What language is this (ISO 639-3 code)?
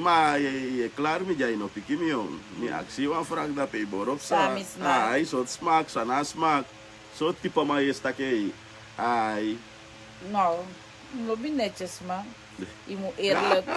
srn